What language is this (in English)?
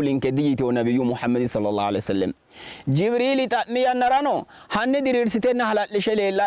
Sidamo